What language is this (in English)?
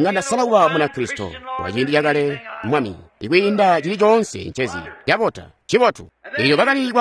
Tonga (Zambia)